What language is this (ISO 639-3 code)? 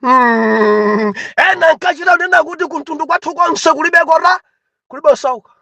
nya